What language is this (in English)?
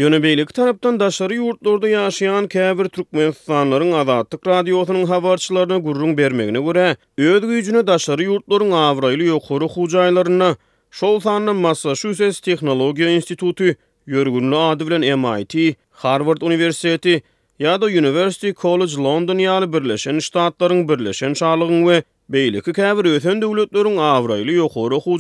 Turkmen